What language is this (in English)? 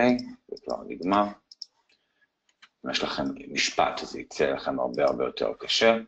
Hebrew